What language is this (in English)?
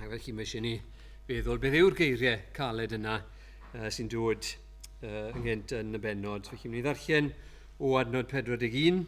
Welsh